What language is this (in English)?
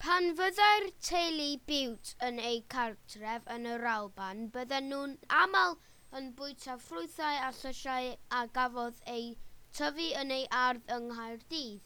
Welsh